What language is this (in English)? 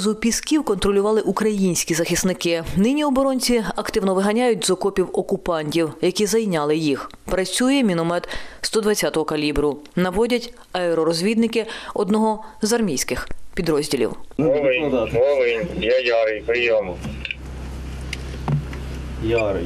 Ukrainian